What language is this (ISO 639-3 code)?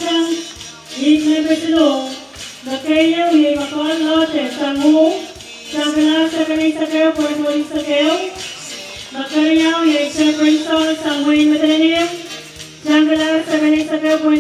pon